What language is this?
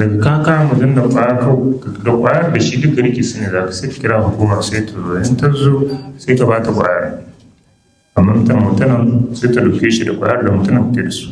Hausa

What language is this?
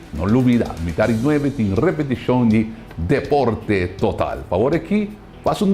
Papiamento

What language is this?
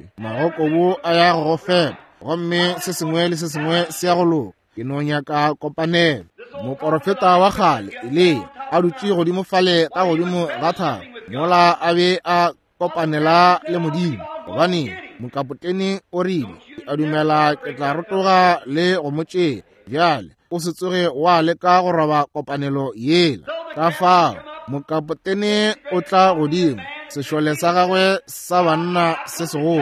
Northern Sotho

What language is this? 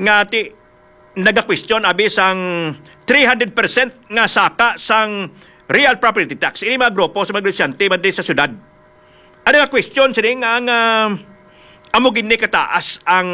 Hiligaynon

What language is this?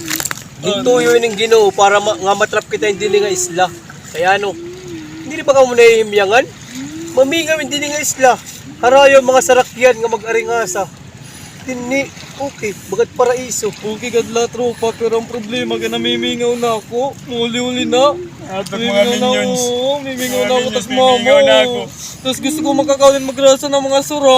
Waray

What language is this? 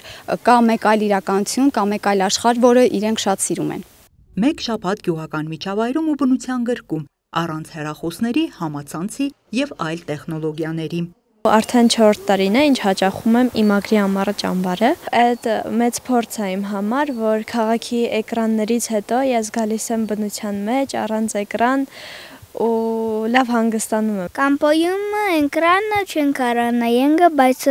Armenian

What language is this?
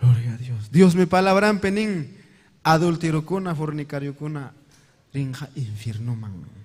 Ayacucho Quechua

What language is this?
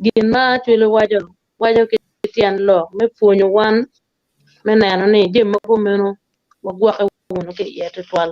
Acoli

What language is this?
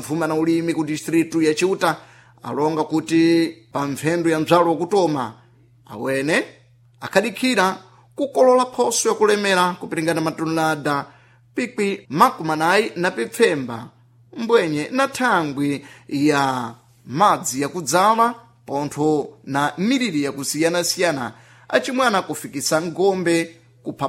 Sena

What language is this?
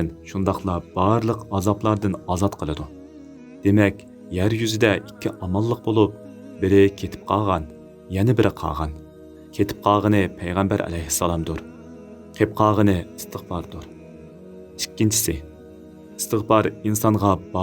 Uyghur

